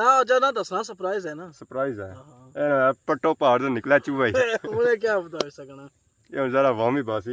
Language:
Pahari-Potwari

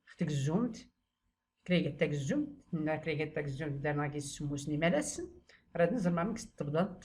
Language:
Tachelhit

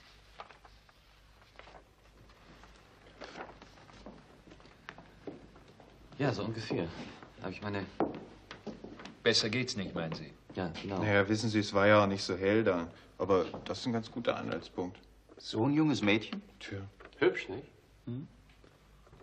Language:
German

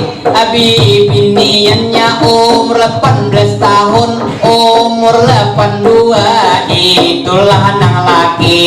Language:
Banjar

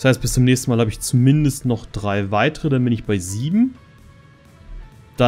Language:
German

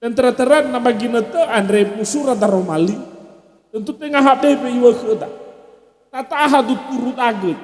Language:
Nias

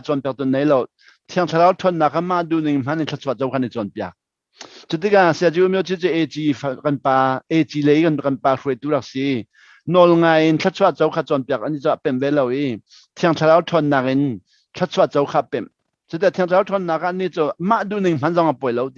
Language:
Hakha Chin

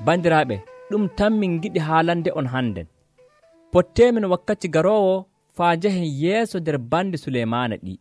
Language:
Nigerian Fulfulde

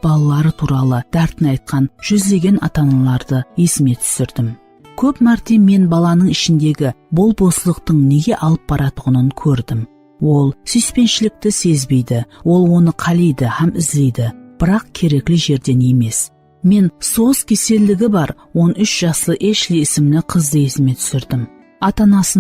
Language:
Kara-Kalpak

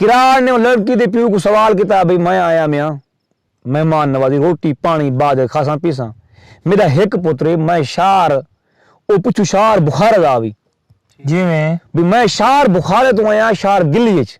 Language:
Saraiki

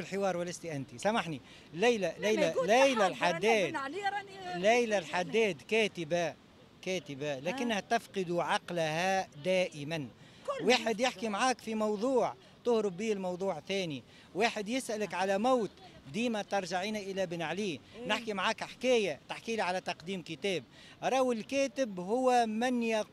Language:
Tunisian Arabic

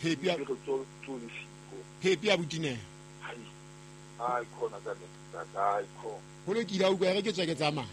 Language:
Southern Sotho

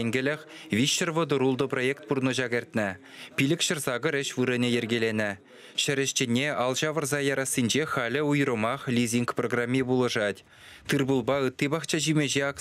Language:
Chuvash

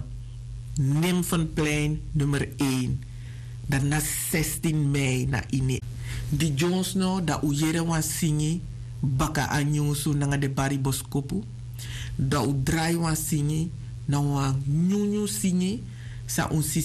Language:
Sranan Tongo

